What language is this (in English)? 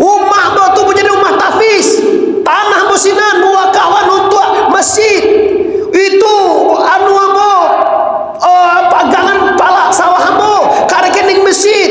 Minangkabau